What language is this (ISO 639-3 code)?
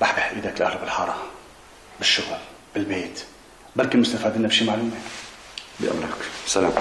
apc